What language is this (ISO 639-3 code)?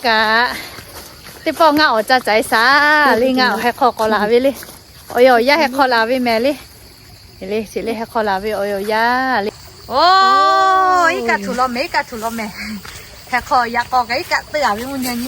lhu